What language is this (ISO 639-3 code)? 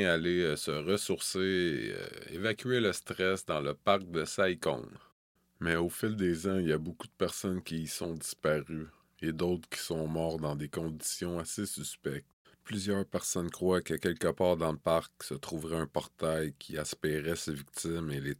fra